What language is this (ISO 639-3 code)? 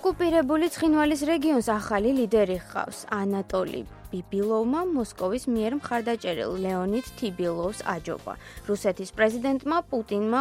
kat